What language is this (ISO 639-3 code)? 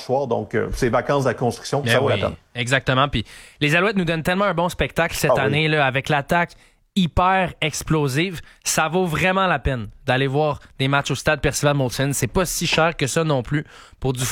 fra